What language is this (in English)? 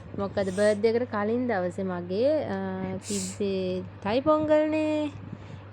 Sinhala